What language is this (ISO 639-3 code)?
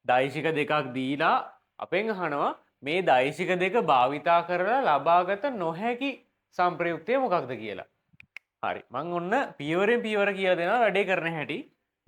sin